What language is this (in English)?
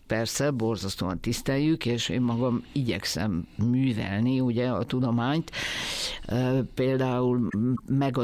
Hungarian